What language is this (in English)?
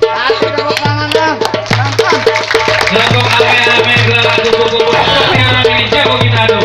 Betawi